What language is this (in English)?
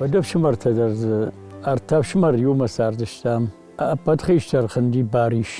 Ossetic